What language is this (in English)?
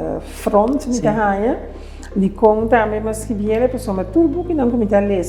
Papiamento